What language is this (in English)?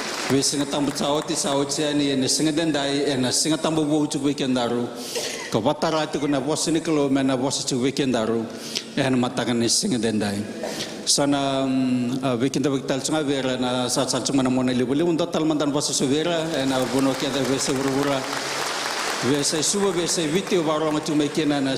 Fijian